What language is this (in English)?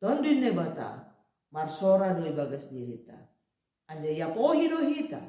Batak Simalungun